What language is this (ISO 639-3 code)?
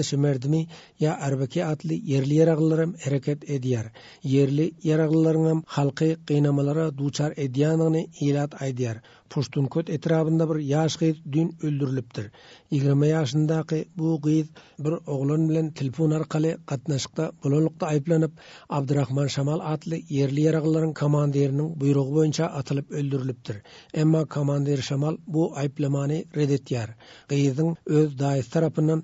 tuk